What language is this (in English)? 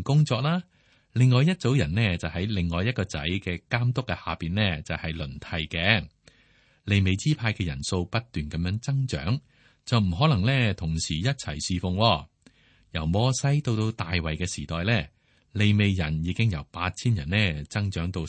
Cantonese